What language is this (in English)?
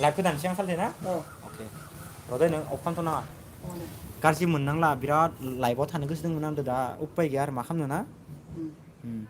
Bodo